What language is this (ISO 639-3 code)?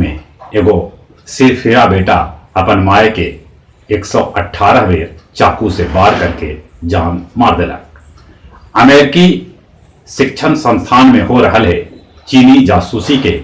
mag